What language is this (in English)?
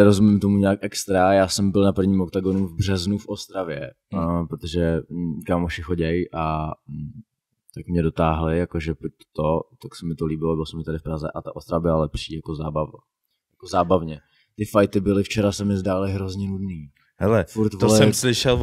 Czech